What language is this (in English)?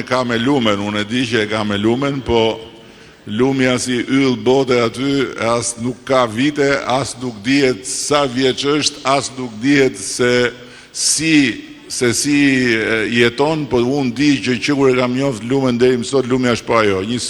Albanian